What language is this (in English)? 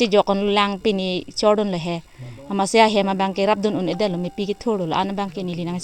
Karbi